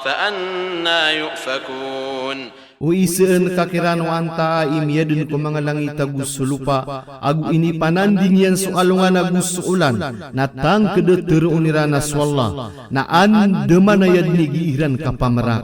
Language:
Maranao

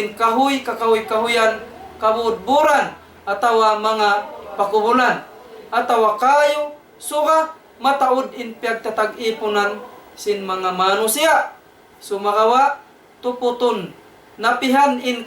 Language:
Tausug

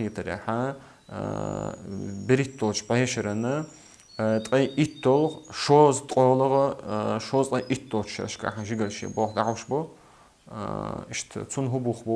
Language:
Chechen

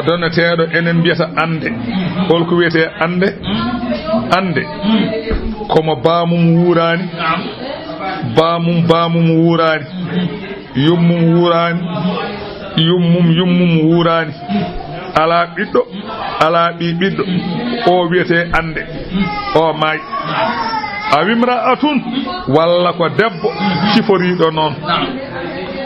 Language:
Fula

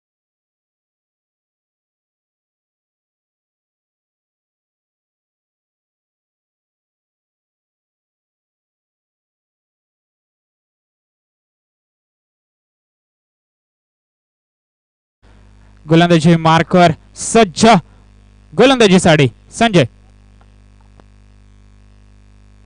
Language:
Marathi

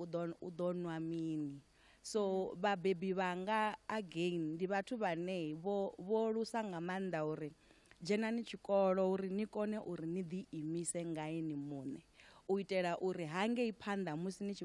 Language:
Venda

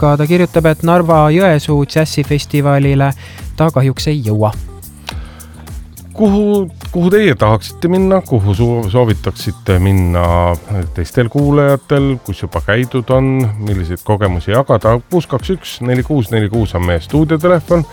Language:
Estonian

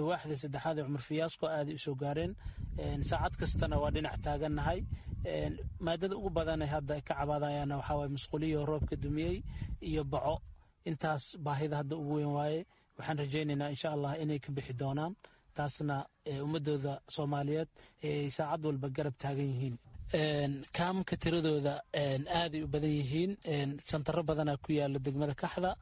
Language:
Somali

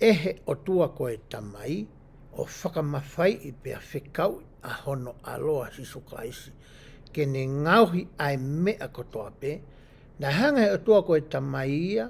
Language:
Tongan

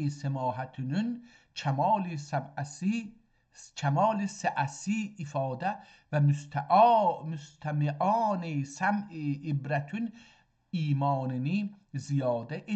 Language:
South Azerbaijani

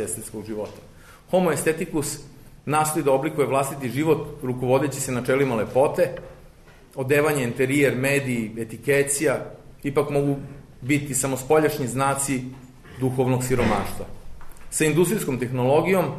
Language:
Serbian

